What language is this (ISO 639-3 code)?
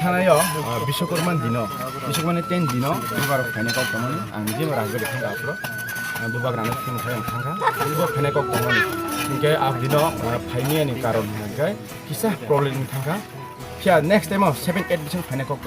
trp